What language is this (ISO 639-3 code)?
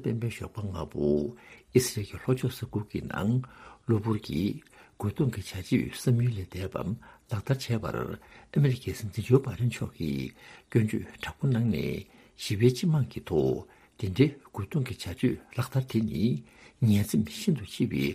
bod